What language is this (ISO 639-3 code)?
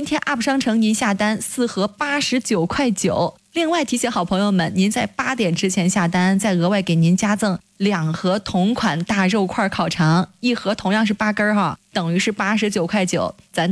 zho